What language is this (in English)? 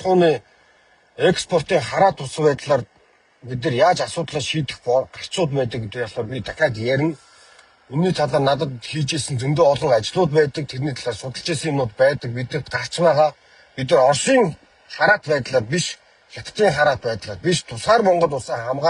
Mongolian